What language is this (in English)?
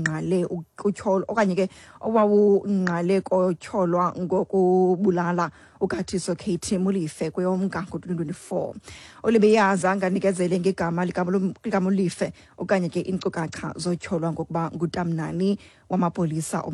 Xhosa